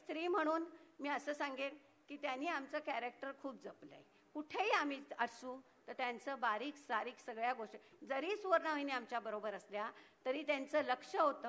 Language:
Marathi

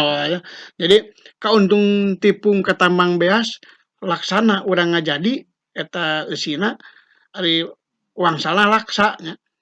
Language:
Sundanese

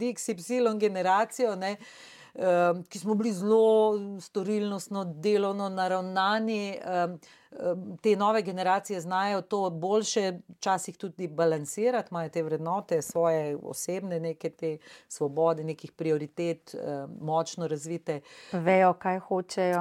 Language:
Slovenian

